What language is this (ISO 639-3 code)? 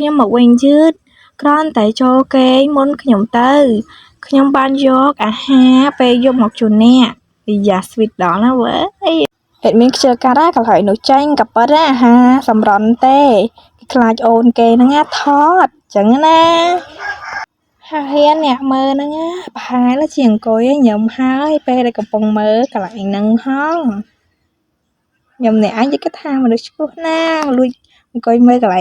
khm